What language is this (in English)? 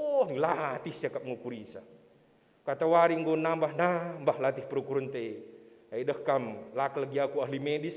Batak Karo